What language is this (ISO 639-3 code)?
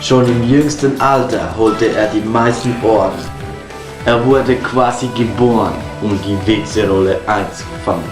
gsw